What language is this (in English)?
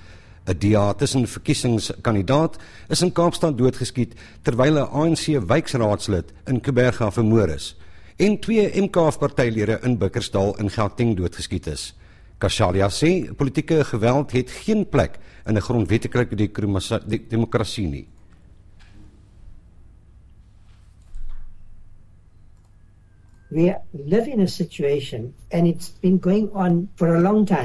Afrikaans